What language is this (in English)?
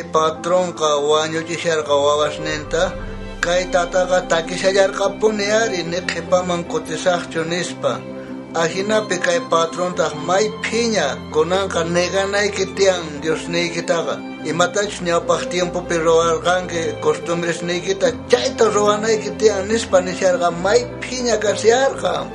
South Bolivian Quechua